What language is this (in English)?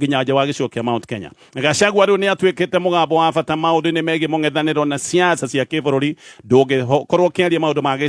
Kikuyu